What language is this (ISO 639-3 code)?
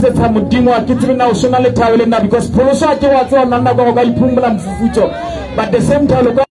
sot